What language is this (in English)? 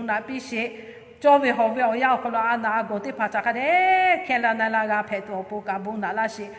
Lahu